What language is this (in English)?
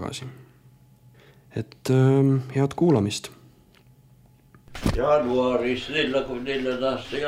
Estonian